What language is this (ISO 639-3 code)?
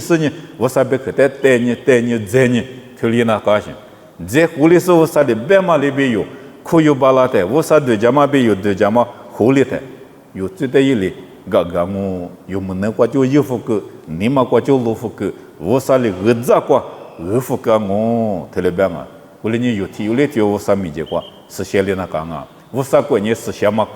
lis